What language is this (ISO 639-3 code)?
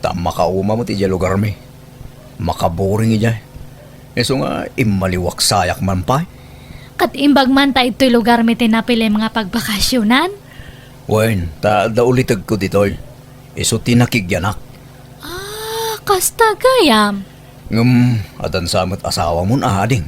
ilo